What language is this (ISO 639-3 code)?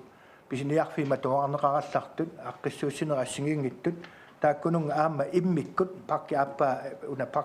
kal